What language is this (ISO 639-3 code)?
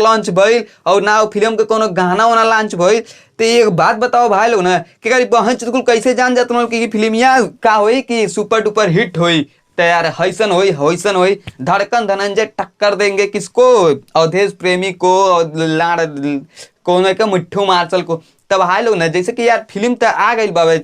bho